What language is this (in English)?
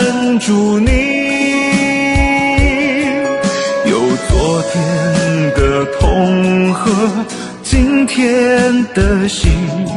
Chinese